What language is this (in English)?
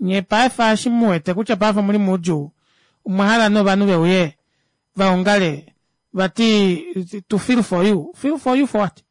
Kuanyama